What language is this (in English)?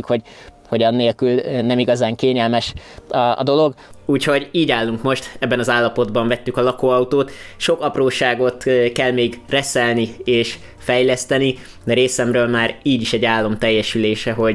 Hungarian